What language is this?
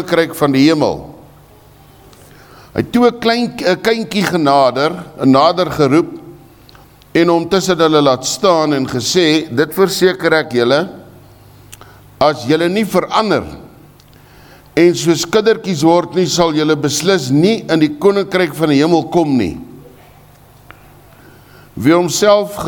Afrikaans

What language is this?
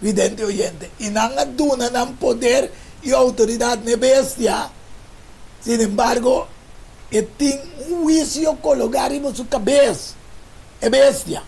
Papiamento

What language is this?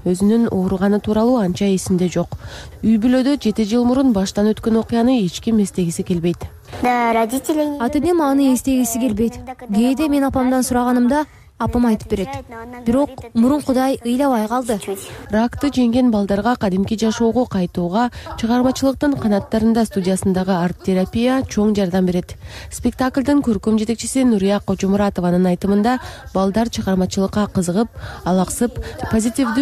Kyrgyz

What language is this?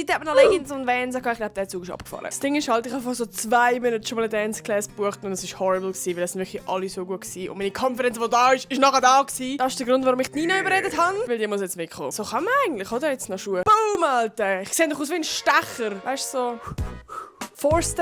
Swiss German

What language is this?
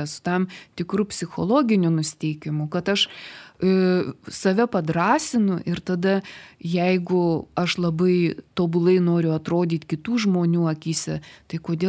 Lithuanian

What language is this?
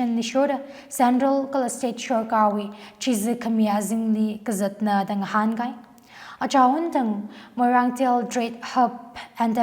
Tangkhul Naga (India)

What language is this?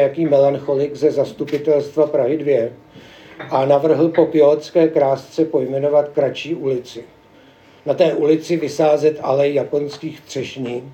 Czech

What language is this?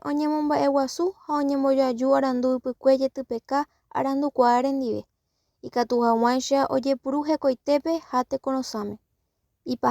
Guarani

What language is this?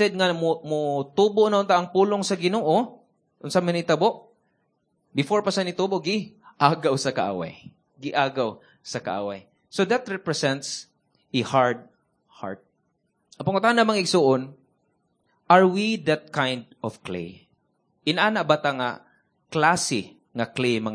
Cebuano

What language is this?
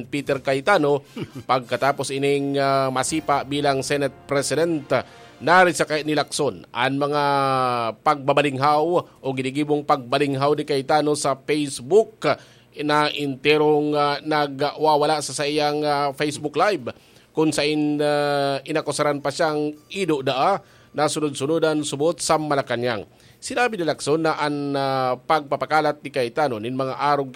Bikol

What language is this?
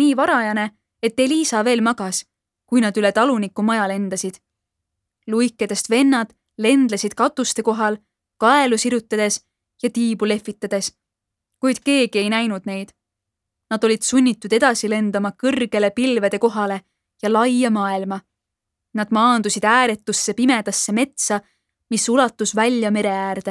Estonian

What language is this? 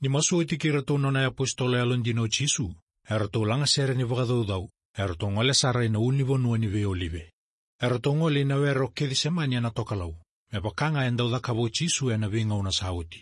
Fijian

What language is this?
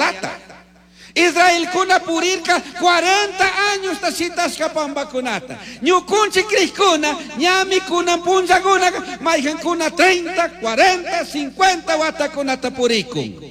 Chimborazo Highland Quichua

